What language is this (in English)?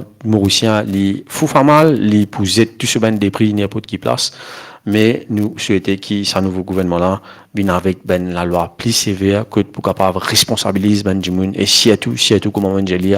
Morisyen